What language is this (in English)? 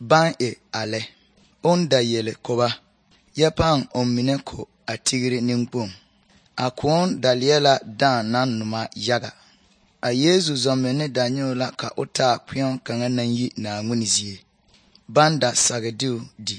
Southern Dagaare